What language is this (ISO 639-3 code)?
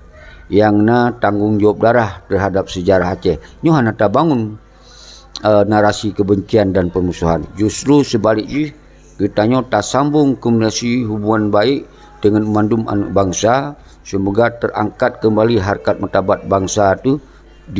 ace